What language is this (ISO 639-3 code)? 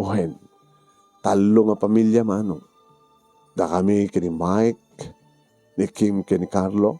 ilo